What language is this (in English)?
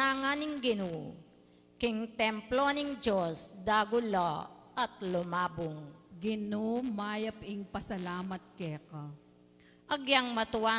Pampanga